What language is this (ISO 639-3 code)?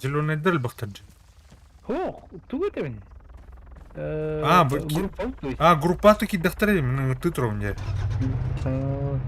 sah